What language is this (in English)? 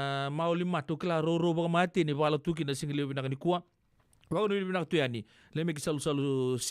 Fijian